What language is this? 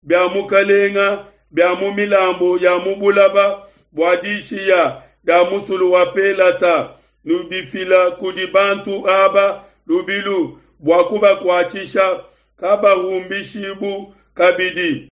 Luba-Lulua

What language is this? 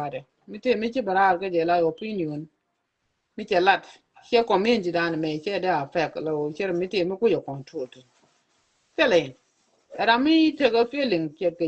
Nuer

